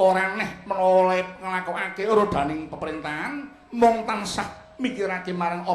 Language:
Javanese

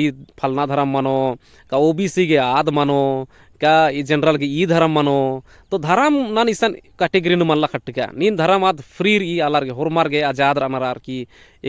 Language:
Kurukh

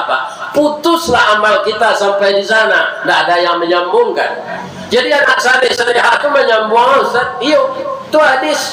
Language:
Minangkabau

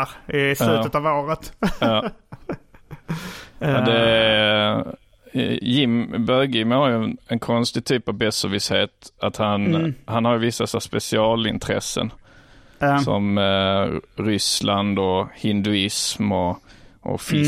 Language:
Swedish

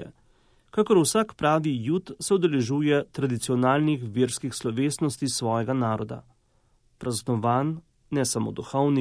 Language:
Slovenian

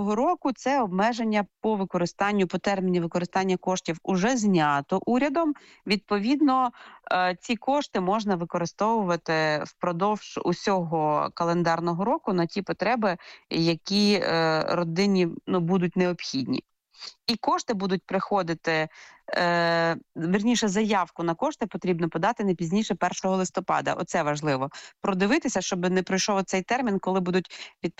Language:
Ukrainian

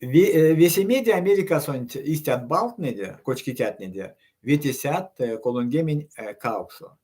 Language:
Erzya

